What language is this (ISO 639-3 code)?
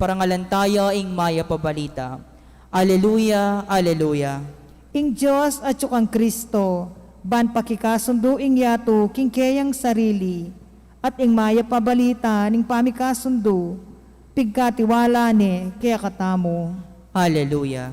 pam